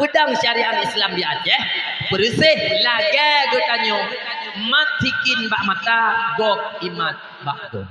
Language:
Achinese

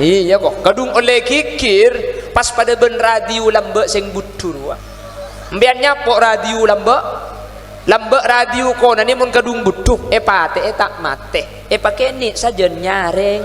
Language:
Madurese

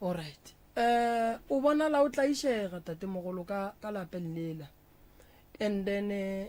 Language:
Northern Sotho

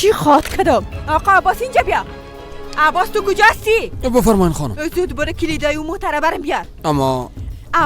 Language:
Persian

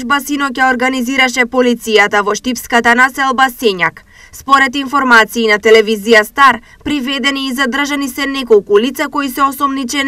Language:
Macedonian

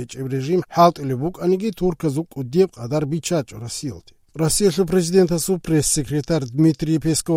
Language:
Avaric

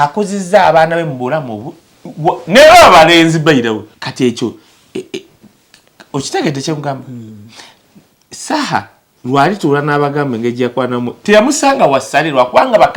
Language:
Ganda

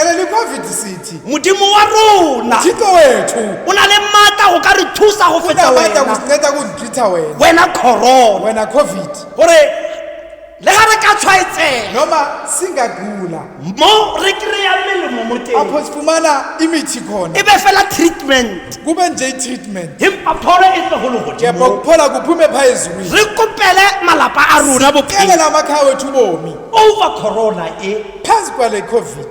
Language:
Tswana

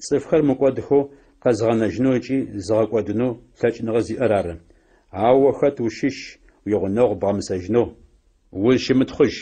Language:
Adyghe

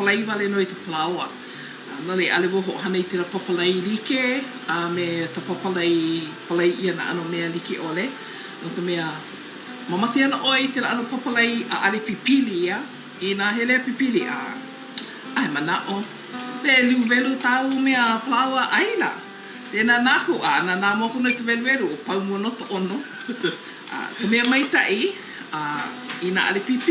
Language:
Hawaiian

